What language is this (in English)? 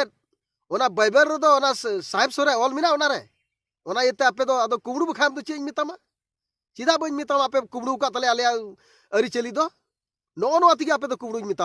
Santali